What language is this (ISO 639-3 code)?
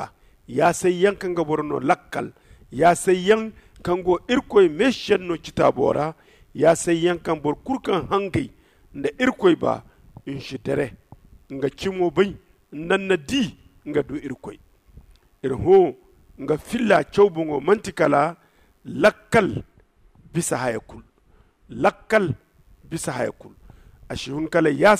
dje